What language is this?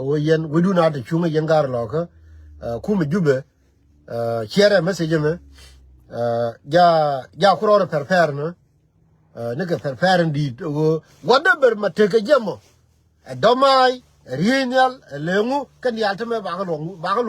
Nuer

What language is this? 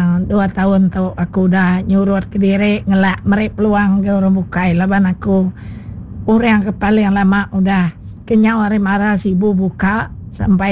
Iban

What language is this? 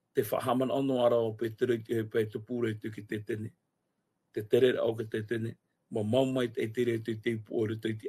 Tahitian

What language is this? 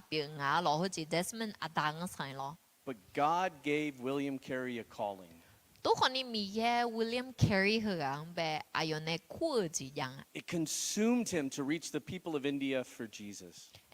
Akha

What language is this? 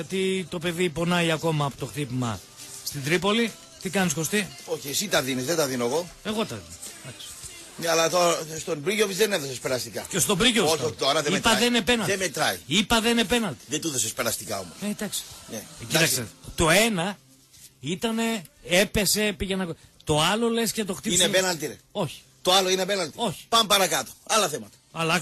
Greek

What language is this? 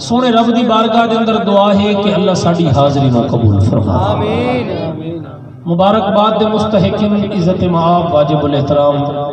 Saraiki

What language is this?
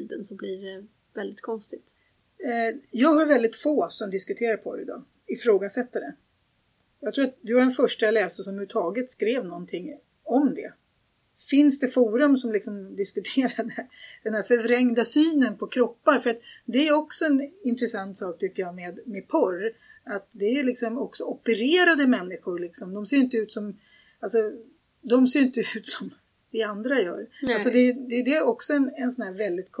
Swedish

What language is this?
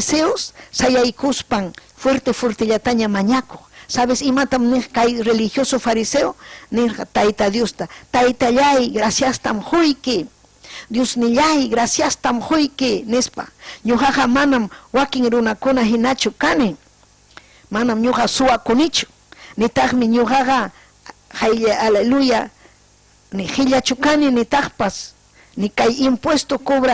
Ayacucho Quechua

